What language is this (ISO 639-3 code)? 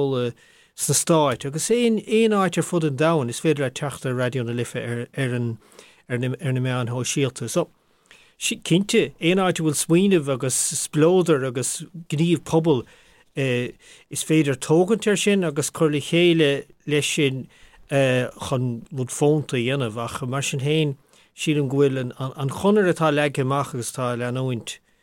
gle